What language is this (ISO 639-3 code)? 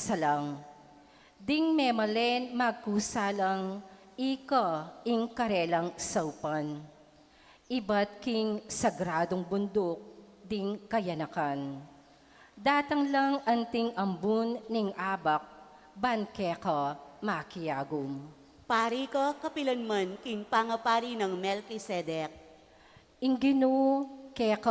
pam